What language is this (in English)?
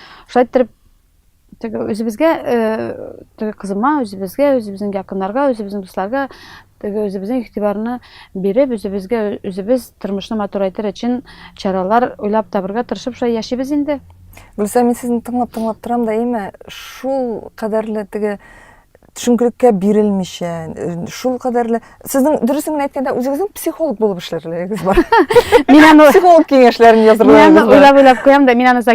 Tatar